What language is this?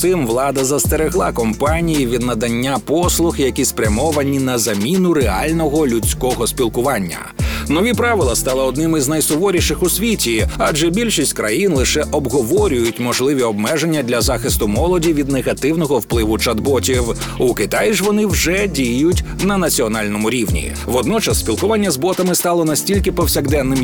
Ukrainian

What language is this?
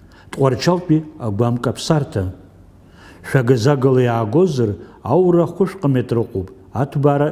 Abkhazian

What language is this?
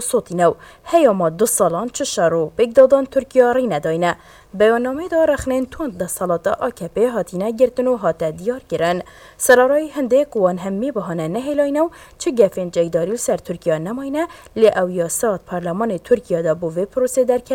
Kurdish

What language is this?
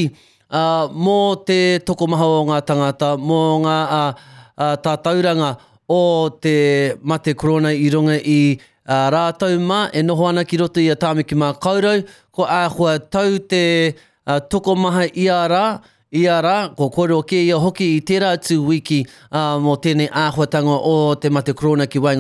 Māori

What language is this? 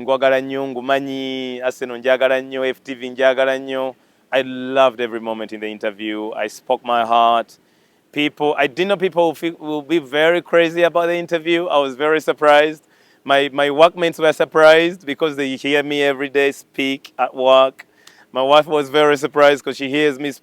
Ganda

